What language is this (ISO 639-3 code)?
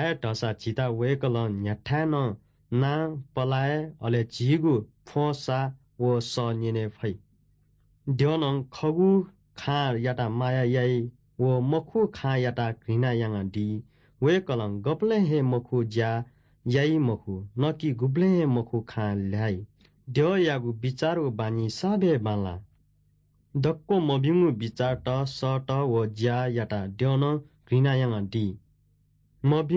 new